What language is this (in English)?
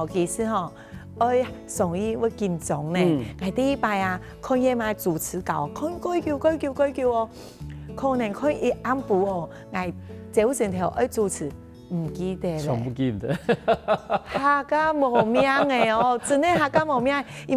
Hakka Chinese